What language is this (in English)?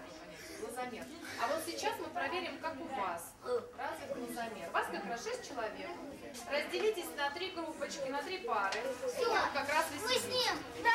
Russian